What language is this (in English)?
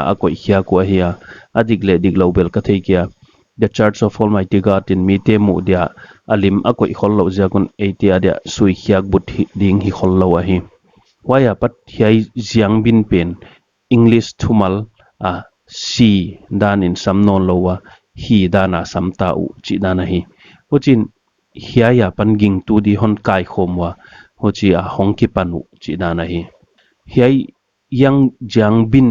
Paite Chin